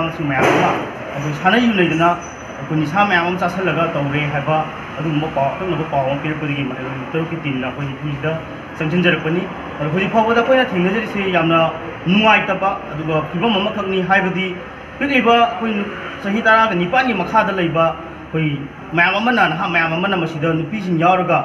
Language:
Manipuri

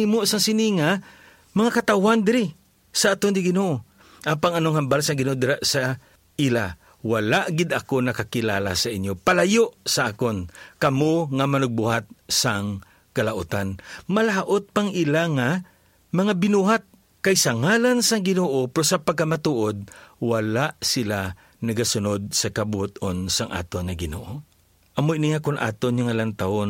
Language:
Hiligaynon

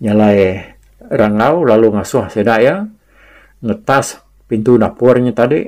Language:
Iban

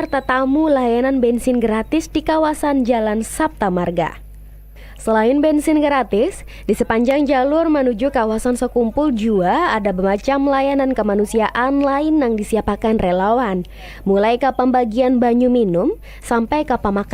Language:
Banjar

